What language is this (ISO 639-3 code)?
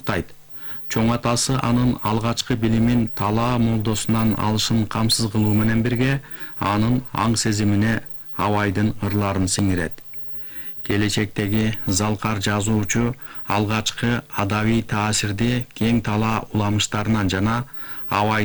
kir